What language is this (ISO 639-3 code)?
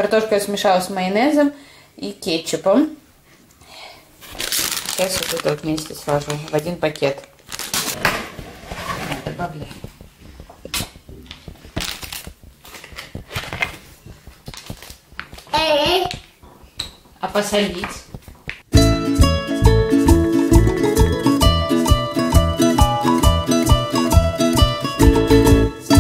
rus